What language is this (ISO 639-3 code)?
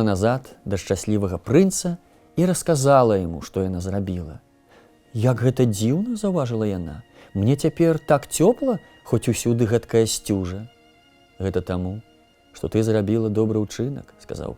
bel